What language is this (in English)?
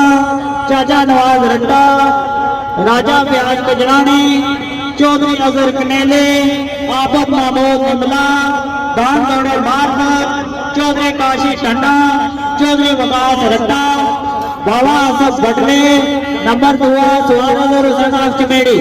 Pahari-Potwari